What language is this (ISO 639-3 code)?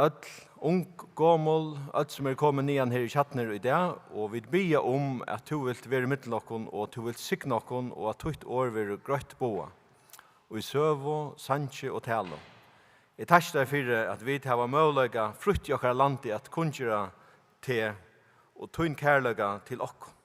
fao